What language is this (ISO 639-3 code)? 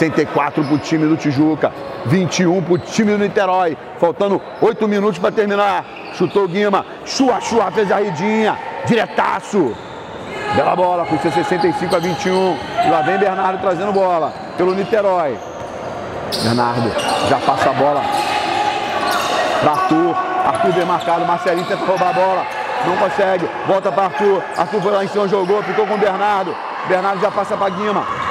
por